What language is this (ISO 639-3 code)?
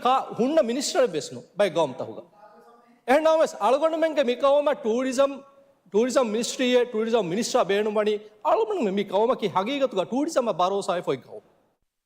div